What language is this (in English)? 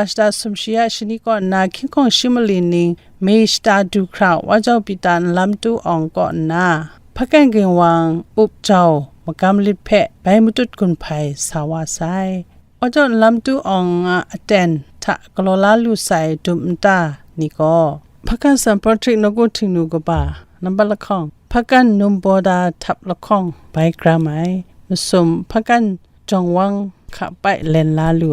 Kachin